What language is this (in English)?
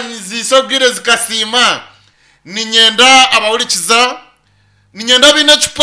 Nyankole